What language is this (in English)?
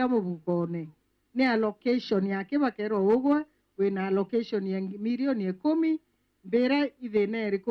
Meru